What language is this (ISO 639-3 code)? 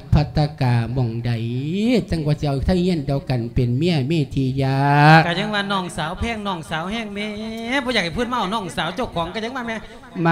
lao